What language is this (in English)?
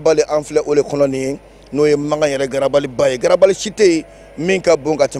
Bambara